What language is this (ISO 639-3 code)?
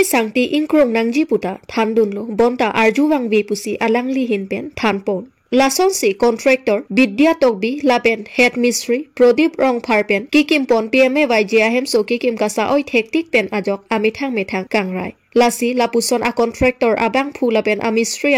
mjw